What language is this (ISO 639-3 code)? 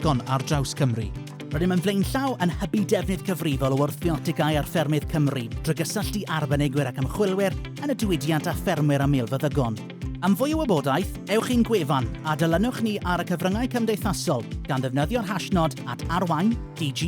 cym